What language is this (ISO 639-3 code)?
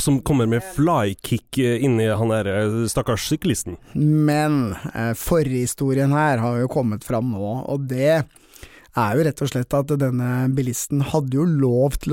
nor